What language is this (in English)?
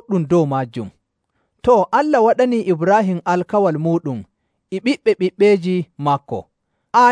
Nigerian Fulfulde